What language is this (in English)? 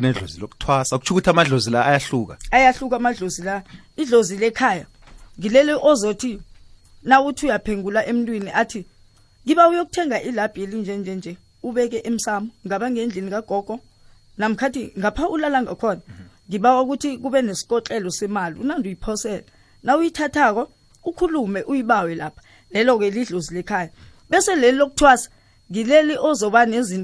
South Ndebele